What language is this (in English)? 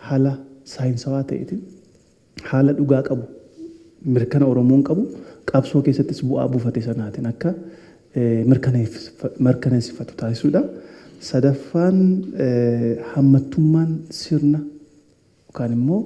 Oromo